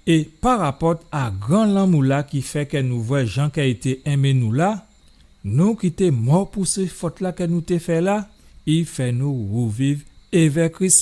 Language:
Guadeloupean Creole French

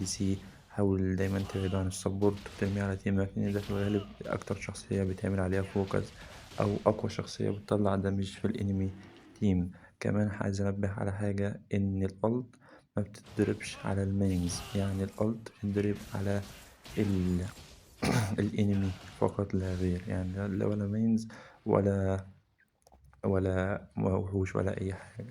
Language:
Egyptian Arabic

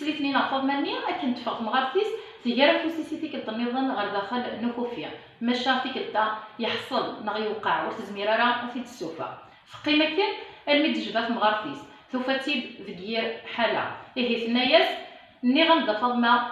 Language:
Kabyle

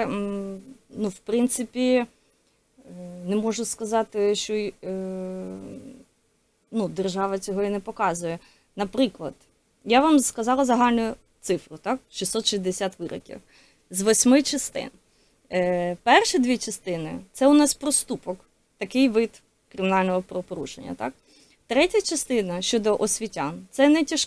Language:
Ukrainian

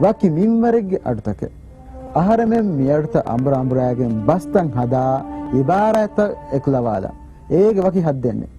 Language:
Divehi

